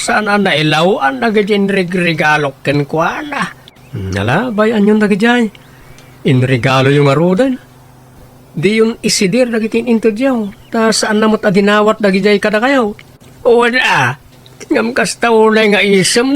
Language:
Iloko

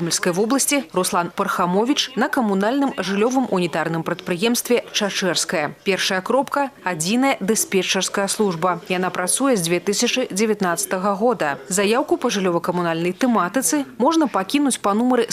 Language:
Belarusian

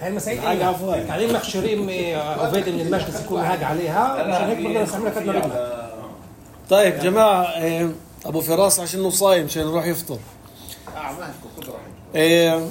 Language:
North Levantine Arabic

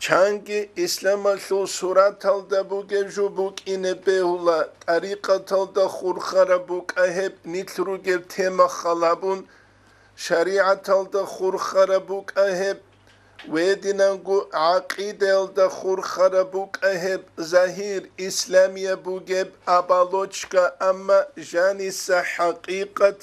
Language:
Avaric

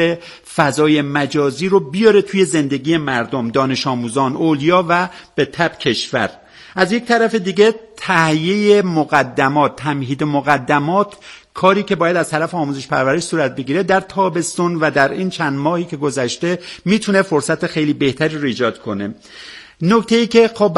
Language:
Persian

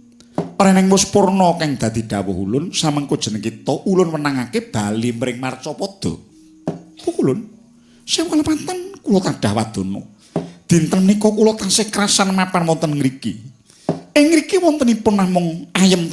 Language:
Javanese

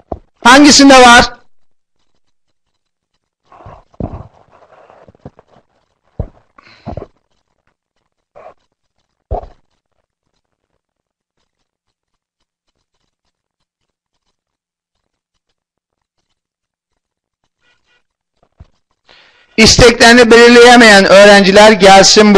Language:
Turkish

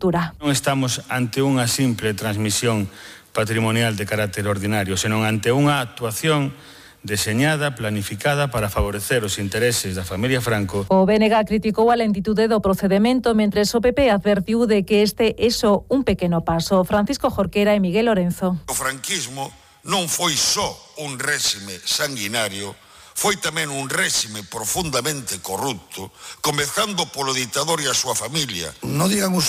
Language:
Galician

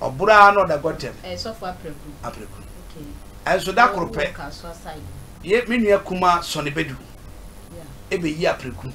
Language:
Akan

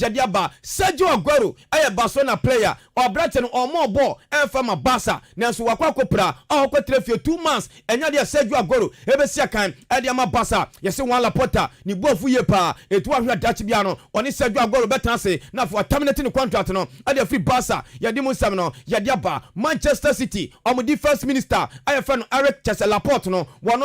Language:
Akan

